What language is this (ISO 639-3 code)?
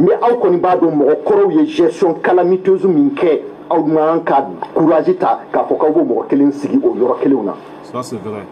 bam